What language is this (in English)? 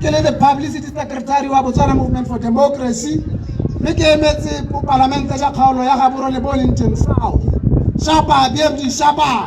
Tswana